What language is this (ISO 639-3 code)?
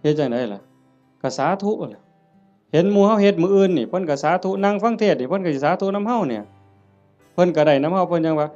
tts